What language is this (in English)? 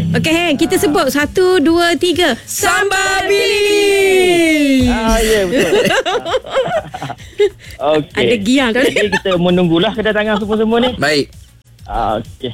Malay